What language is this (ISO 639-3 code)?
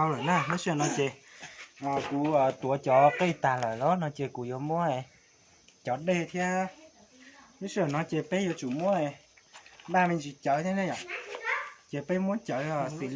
hmn